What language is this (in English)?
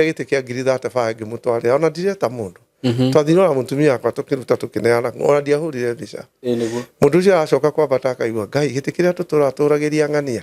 Kikuyu